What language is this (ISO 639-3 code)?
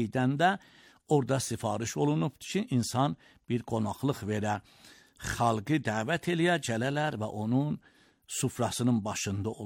aze